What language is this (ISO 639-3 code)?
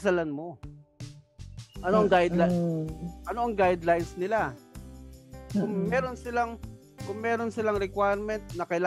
fil